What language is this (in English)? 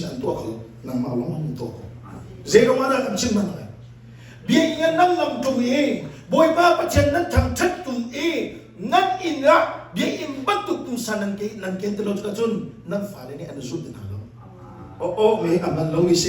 Hakha Chin